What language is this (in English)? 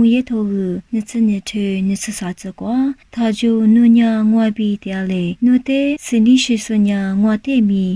Lisu